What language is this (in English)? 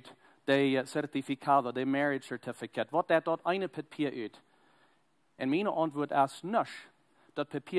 Plautdietsch